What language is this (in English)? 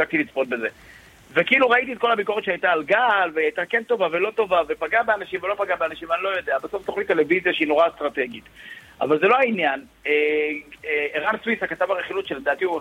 Hebrew